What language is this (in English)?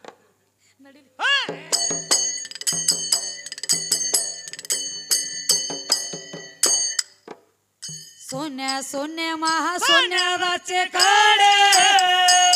Kannada